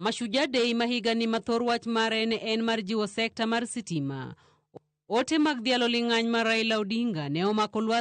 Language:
Luo (Kenya and Tanzania)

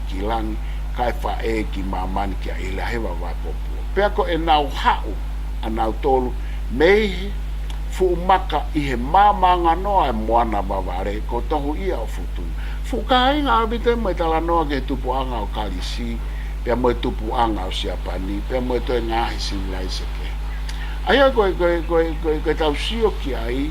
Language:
Tongan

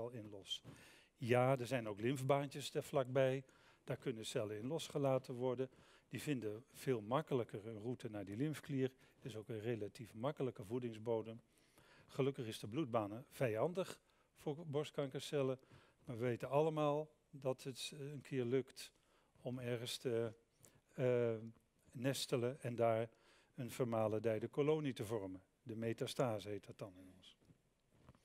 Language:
Dutch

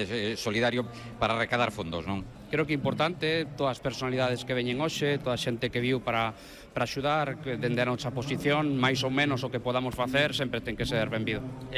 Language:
Galician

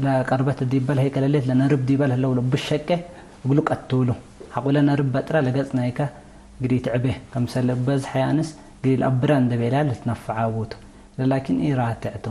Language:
Tigre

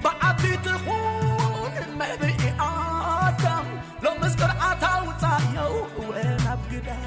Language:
Tigrinya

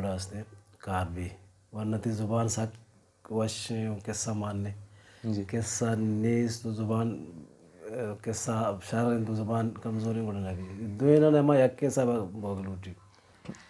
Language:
Baluchi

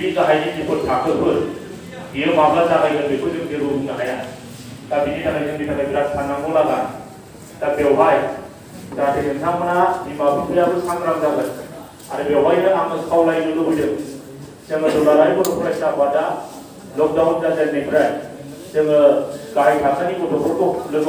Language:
Bodo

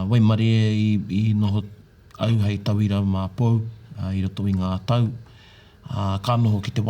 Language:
Māori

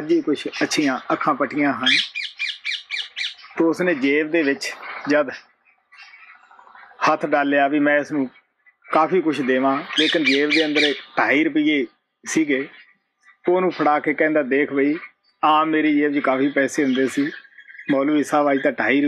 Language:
Punjabi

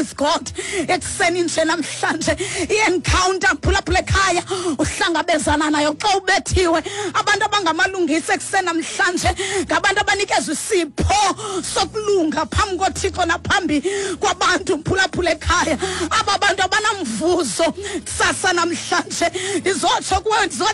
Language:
Xhosa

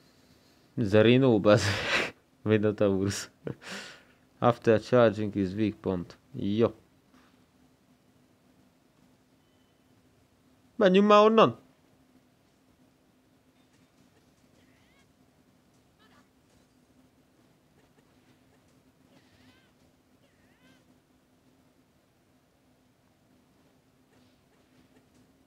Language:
Hungarian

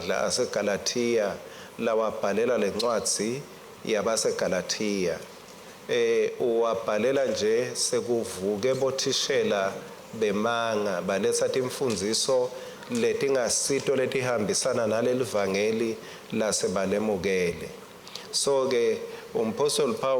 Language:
Swati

